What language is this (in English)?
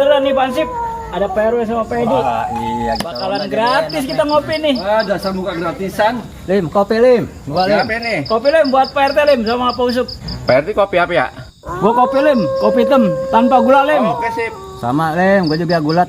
Betawi